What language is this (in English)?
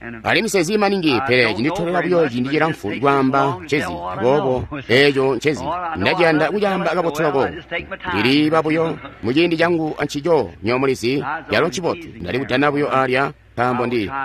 Tonga (Zambia)